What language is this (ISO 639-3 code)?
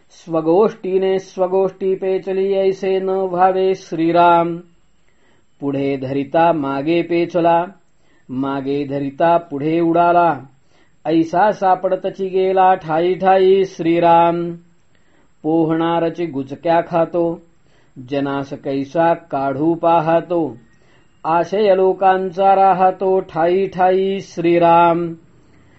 mar